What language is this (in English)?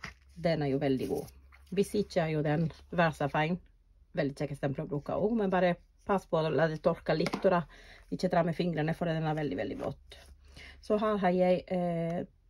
Norwegian